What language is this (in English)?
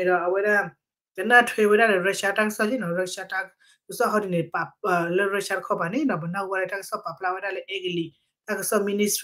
S'gaw Karen